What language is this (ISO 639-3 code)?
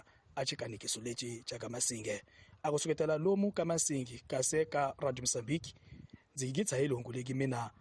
tso